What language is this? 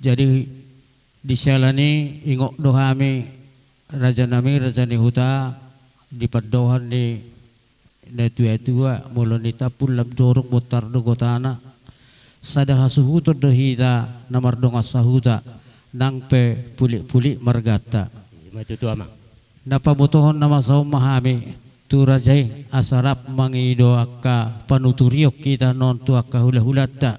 Batak Toba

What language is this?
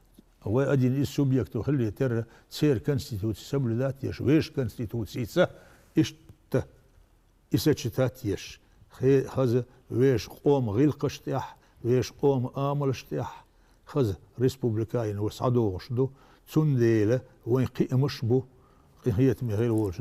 Chechen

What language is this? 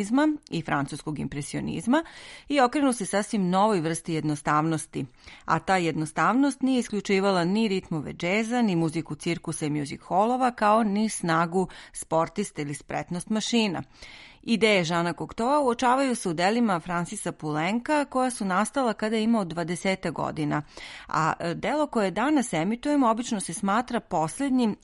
Serbian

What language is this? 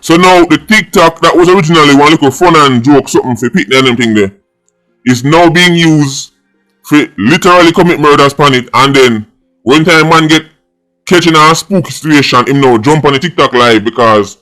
Jamaican Creole English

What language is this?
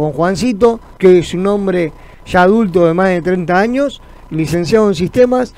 Spanish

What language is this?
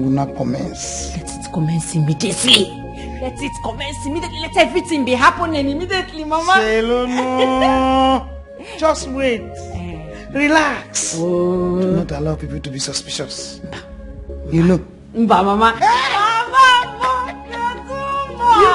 Nigerian Pidgin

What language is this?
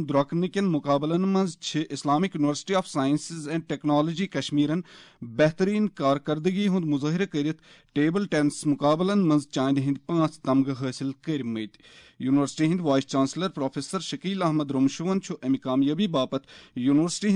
Kashmiri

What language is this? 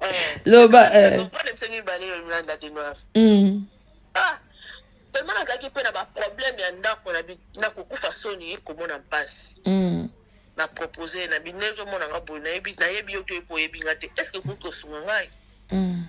Lingala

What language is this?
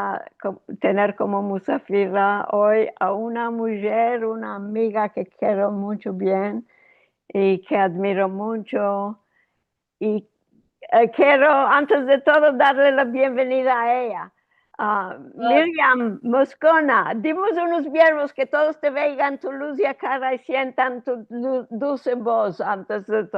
Ladino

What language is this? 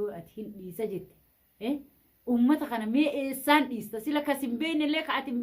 Oromo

